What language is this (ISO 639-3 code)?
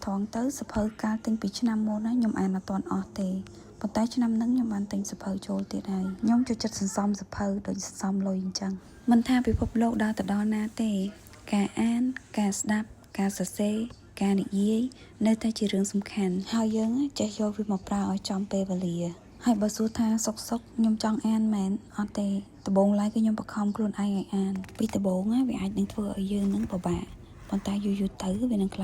khm